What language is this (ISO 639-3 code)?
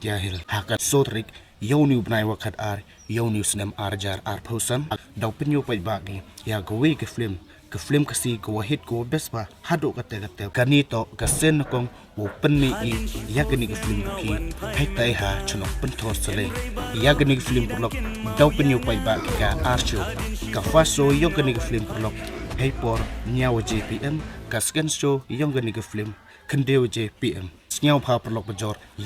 kha